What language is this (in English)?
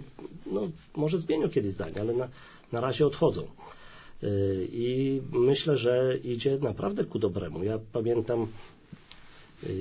Polish